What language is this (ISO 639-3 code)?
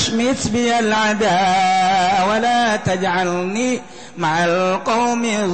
sun